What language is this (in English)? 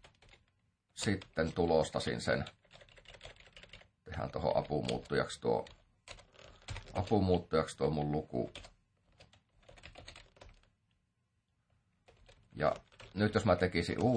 Finnish